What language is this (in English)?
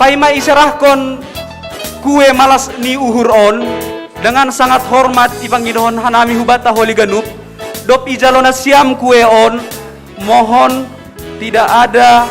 Batak Simalungun